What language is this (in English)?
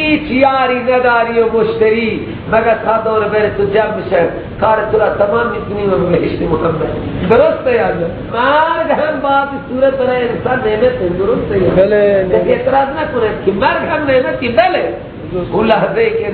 Persian